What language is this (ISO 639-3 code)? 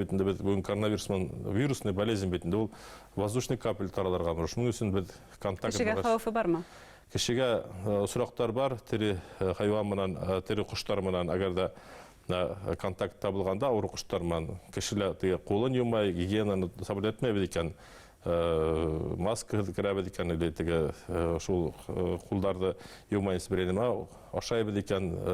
bak